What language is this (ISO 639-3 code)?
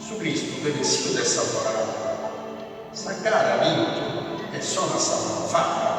srd